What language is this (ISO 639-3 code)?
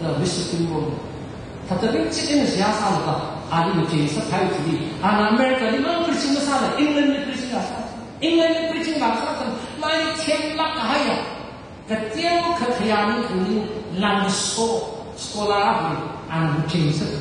nmf